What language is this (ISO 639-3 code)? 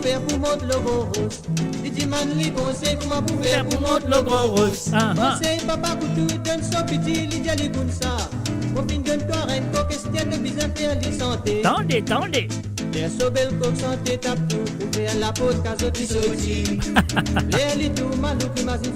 mfe